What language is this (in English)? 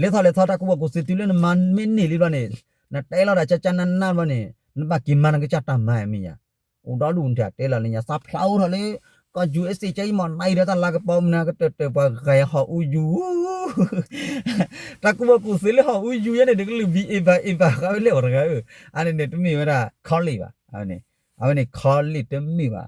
S'gaw Karen